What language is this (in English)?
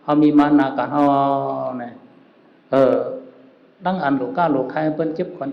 Shan